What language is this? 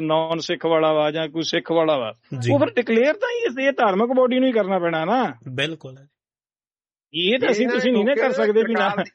Punjabi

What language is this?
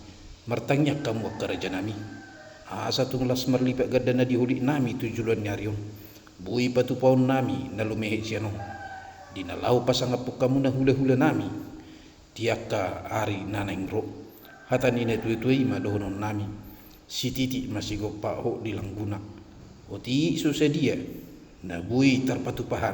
Batak Toba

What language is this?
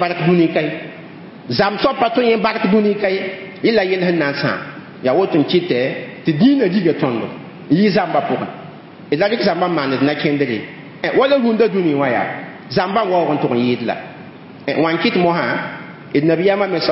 Mossi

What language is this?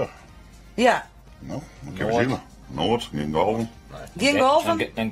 Western Frisian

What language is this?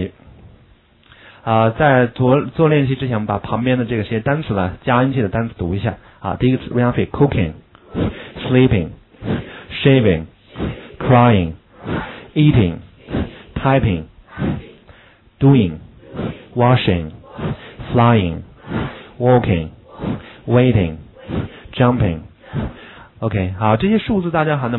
Chinese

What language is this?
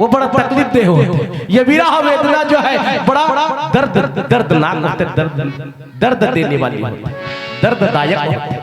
Chhattisgarhi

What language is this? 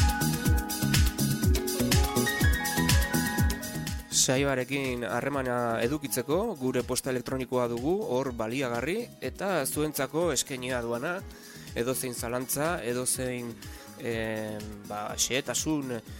Basque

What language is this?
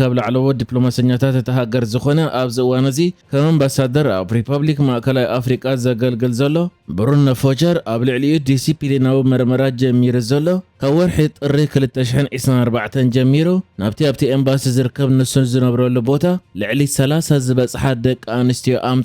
Tigrinya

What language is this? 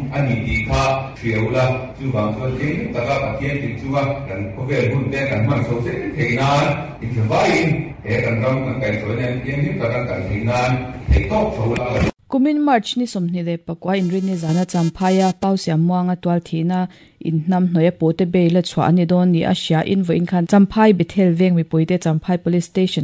Mizo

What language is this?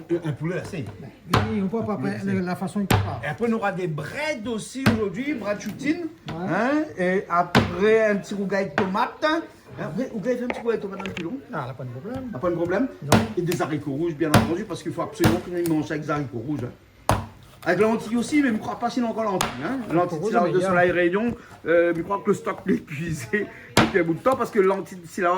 Réunion Creole French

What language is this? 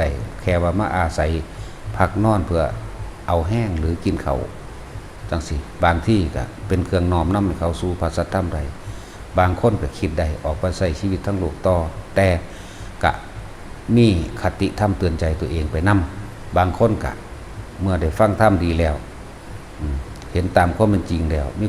Northeastern Thai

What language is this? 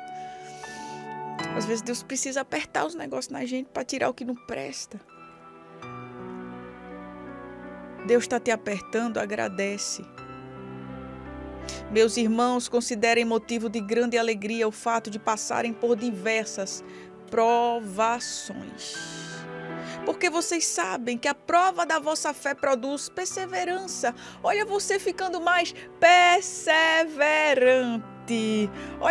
Portuguese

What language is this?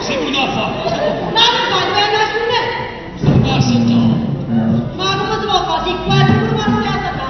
Neapolitan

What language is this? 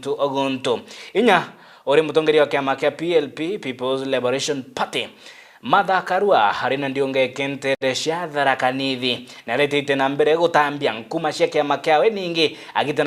Meru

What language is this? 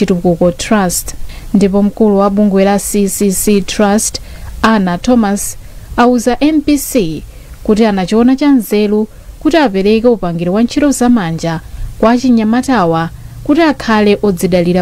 Nyanja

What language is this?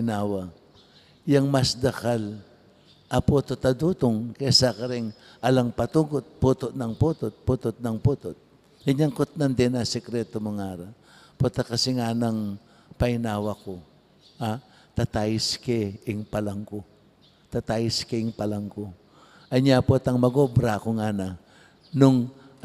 Pampanga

